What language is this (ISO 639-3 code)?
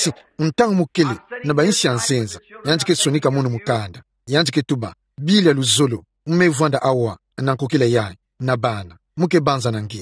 ktu